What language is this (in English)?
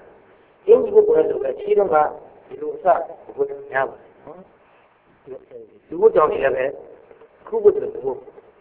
Burmese